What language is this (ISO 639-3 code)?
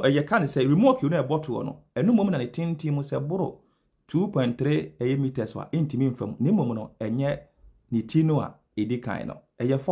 aka